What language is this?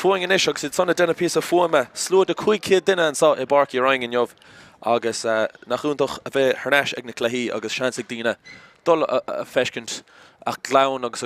Irish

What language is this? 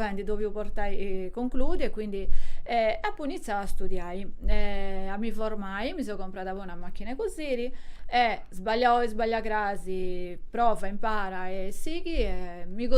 Sardinian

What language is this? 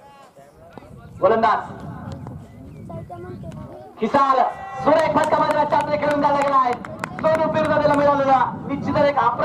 Marathi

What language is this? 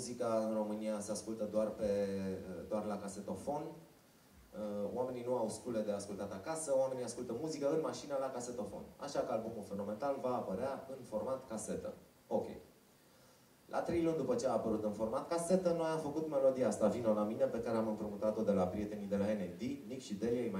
Romanian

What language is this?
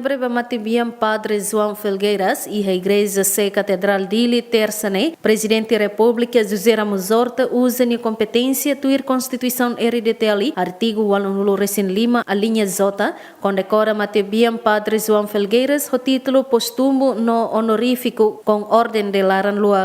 Tetum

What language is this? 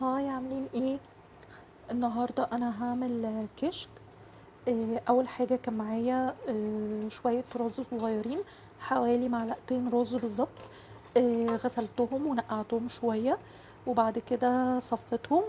Egyptian Arabic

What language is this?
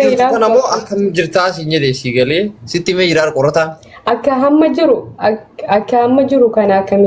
Oromo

